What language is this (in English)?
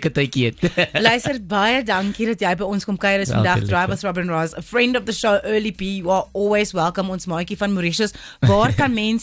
Afrikaans